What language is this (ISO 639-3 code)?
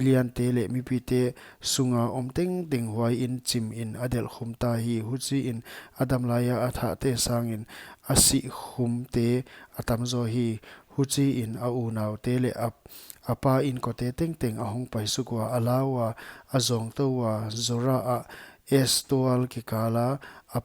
pck